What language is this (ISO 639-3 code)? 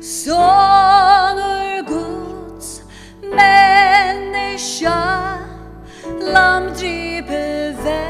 fao